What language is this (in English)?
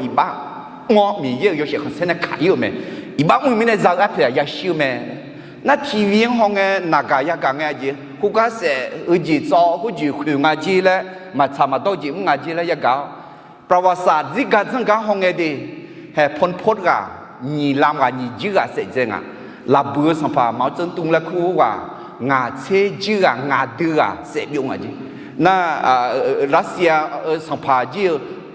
Akha